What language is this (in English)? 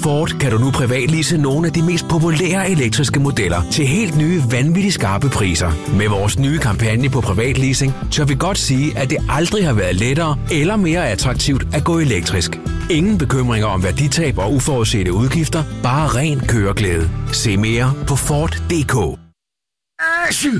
Danish